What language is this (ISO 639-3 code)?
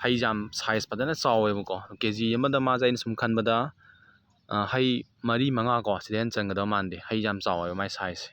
mni